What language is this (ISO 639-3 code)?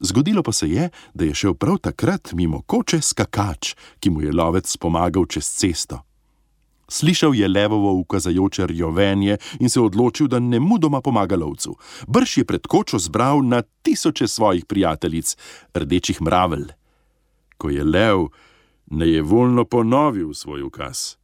slv